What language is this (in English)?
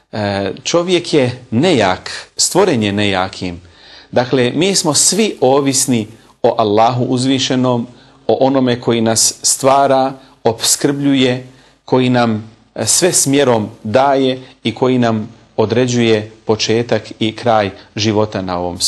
Bosnian